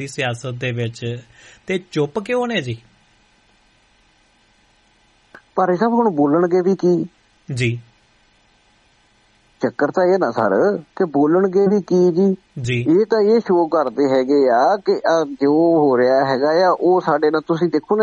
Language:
Punjabi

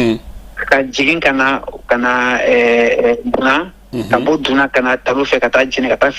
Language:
Bambara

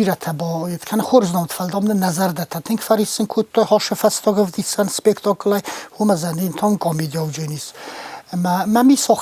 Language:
Ossetic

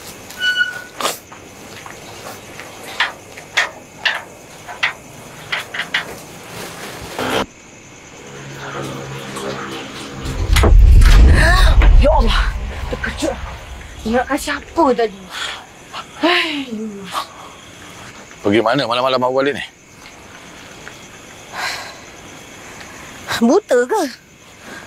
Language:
Malay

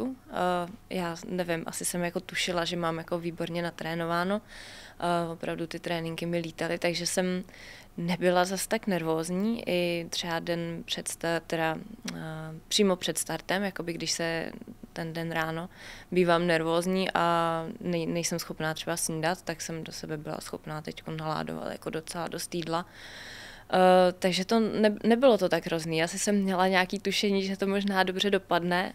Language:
Czech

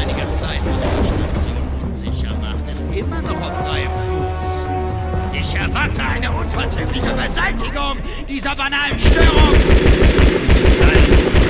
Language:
Bavarian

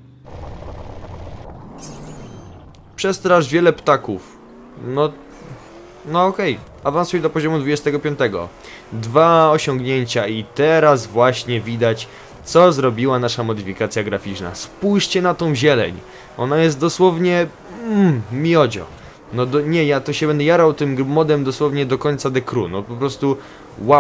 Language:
Polish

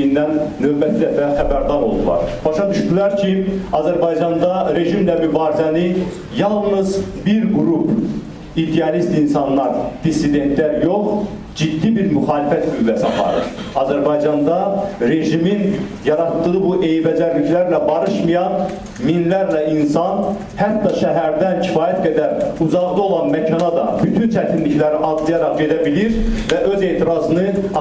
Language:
Azerbaijani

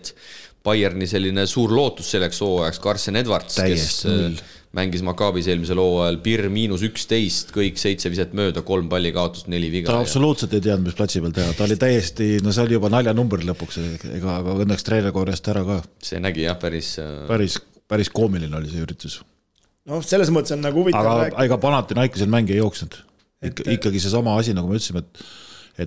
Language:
Estonian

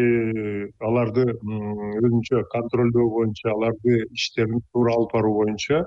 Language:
Kyrgyz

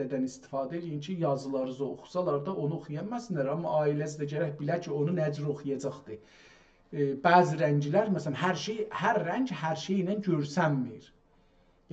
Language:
South Azerbaijani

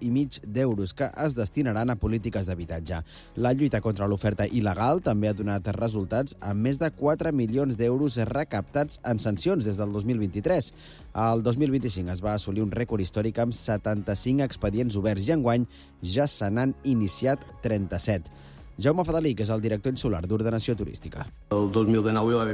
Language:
Catalan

